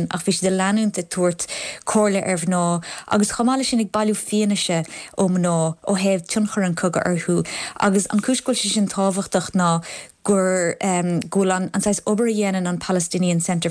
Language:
Irish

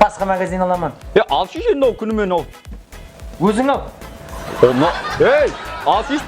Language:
Kara-Kalpak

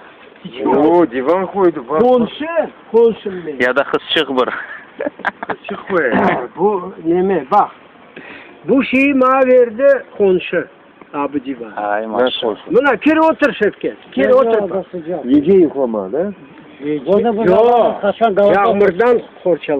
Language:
Crimean Tatar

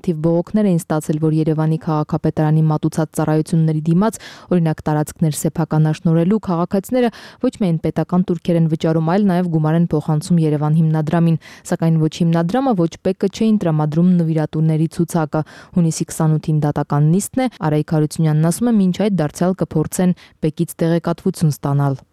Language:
Armenian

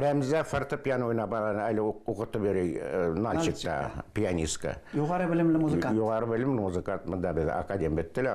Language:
Bashkir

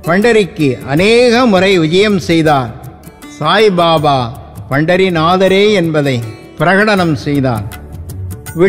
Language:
Tamil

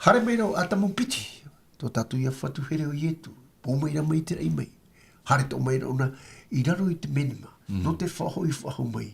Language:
Tahitian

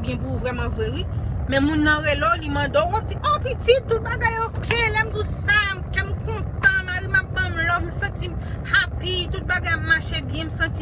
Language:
Haitian Creole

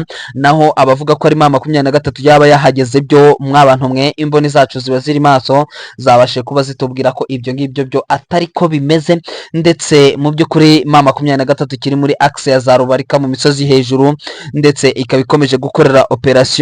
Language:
Kinyarwanda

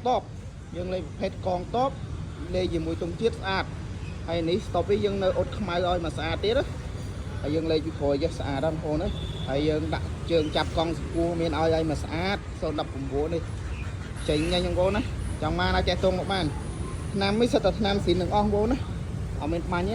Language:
Khmer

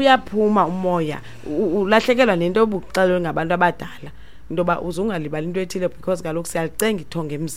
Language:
Xhosa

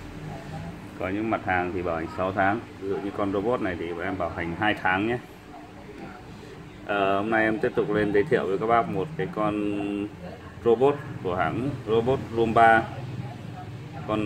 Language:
Vietnamese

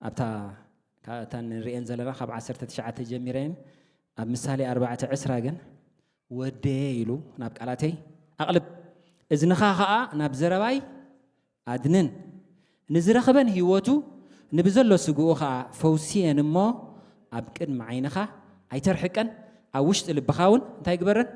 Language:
Tigrinya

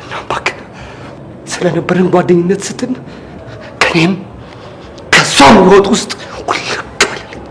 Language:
Amharic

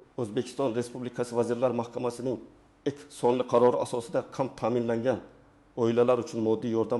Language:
Uzbek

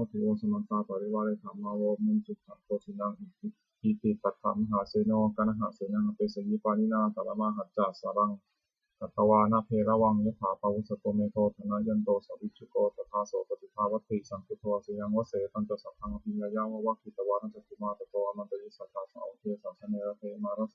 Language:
Pali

